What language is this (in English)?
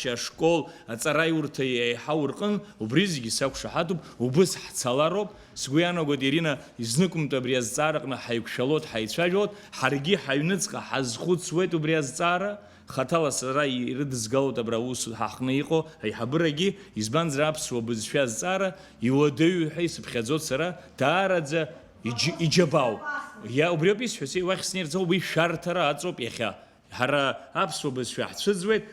Abkhazian